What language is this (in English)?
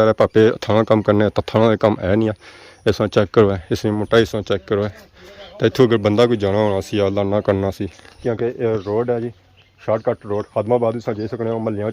Pahari-Potwari